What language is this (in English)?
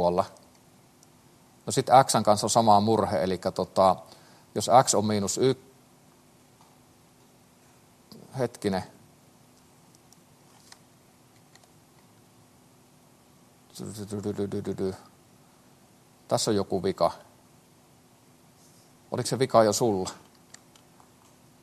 Finnish